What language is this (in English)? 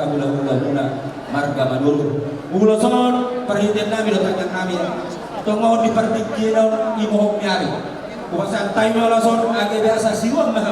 Batak Toba